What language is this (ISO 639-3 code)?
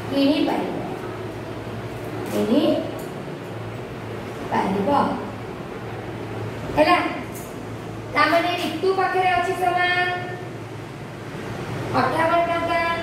ori